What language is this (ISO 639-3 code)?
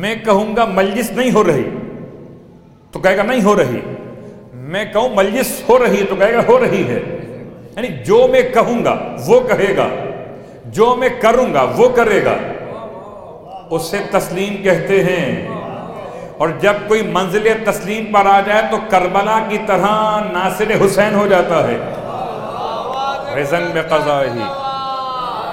urd